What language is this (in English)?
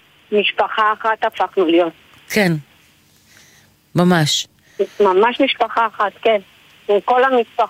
Hebrew